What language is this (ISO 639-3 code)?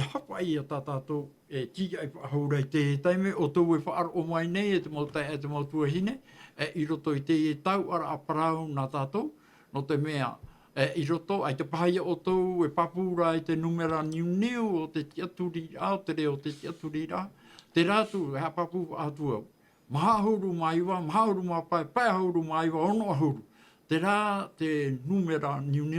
tah